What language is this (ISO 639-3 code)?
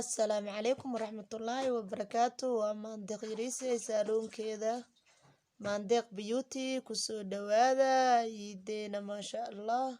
som